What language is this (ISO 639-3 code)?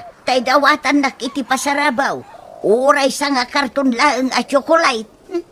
ilo